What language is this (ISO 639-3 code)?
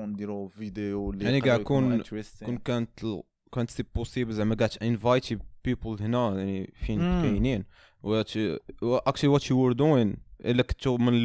ary